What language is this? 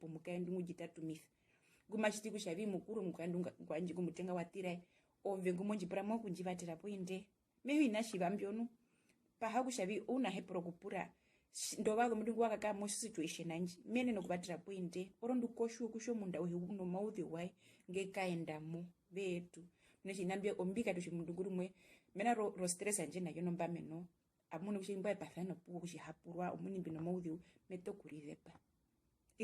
Herero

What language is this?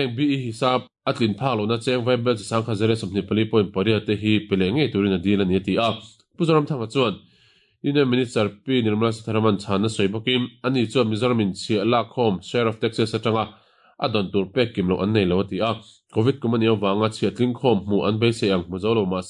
Mizo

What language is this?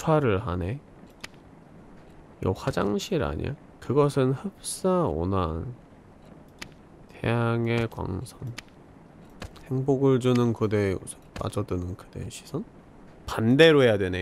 Korean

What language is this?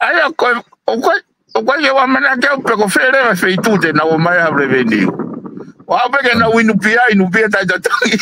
Tongan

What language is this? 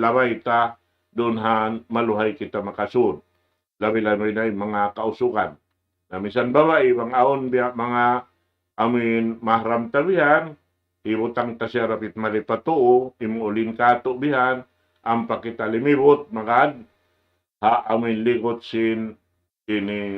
Tausug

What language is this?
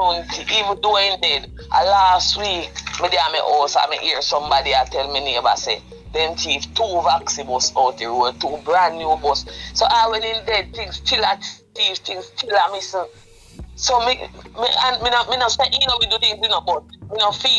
Jamaican Creole English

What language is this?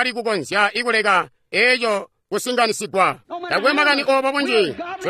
Tonga (Zambia)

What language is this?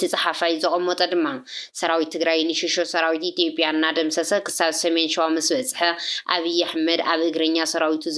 Tigrinya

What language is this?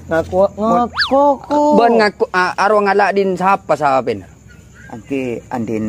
Madurese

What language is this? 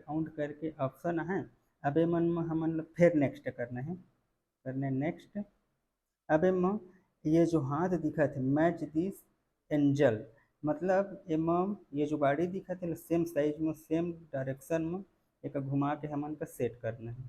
Chhattisgarhi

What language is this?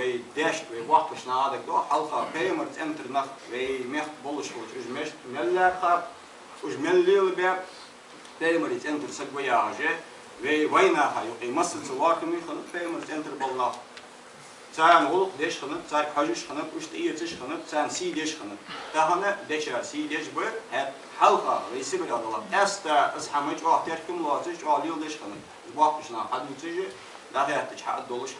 Ingush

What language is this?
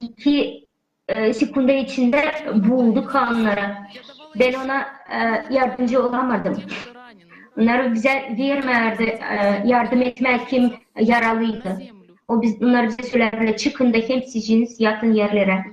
Gagauz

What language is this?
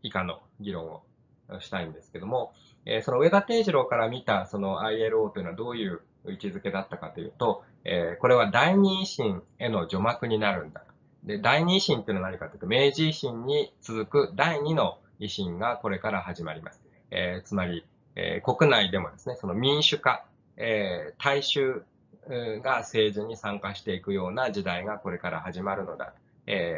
Japanese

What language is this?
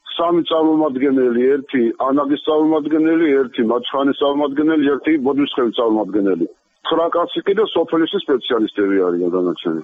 Georgian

